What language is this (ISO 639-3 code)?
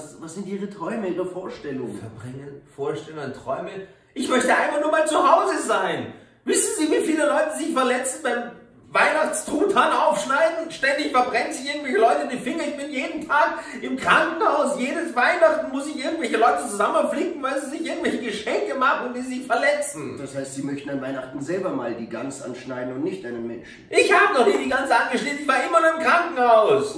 deu